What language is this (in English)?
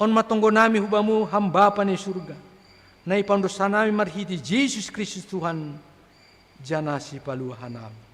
Batak Simalungun